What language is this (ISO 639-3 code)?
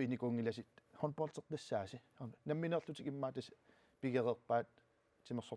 kal